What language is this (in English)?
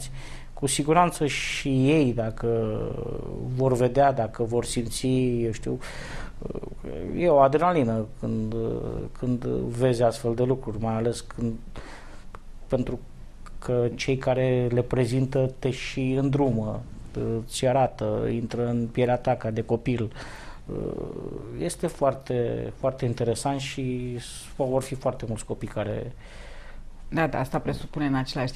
Romanian